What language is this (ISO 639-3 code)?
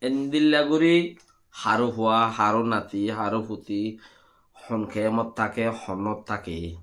rhg